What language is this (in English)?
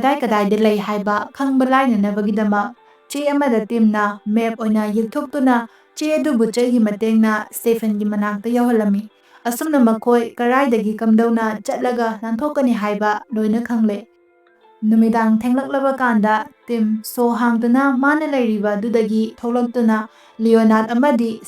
Manipuri